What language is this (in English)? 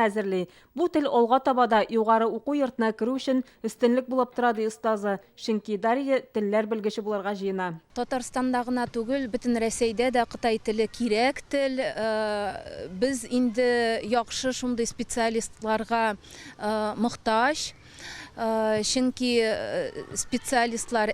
Tatar